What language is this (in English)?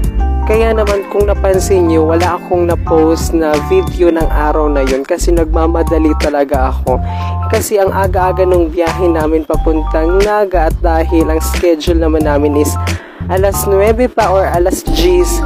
Filipino